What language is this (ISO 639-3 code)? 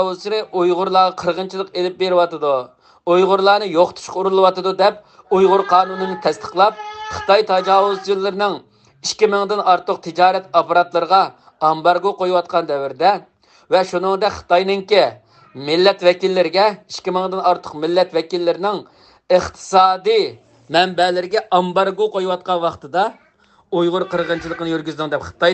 uig